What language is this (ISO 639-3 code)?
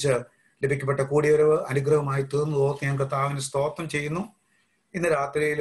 mal